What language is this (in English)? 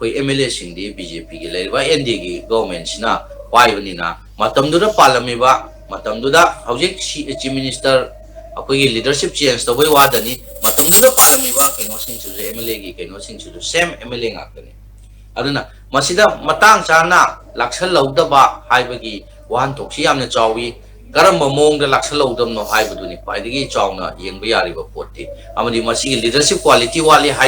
Manipuri